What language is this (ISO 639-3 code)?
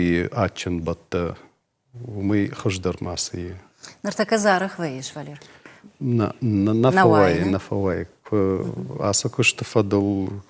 oss